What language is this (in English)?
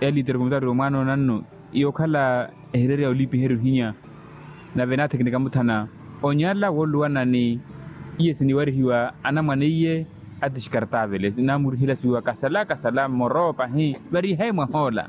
Makhuwa